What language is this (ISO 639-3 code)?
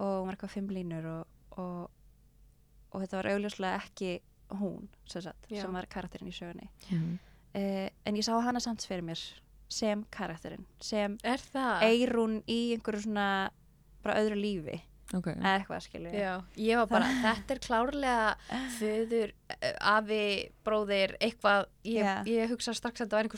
isl